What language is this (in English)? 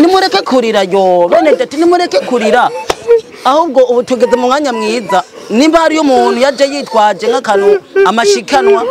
Rundi